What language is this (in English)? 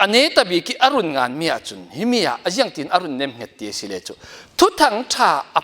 Falam Chin